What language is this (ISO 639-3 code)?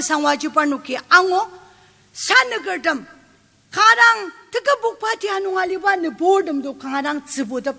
njo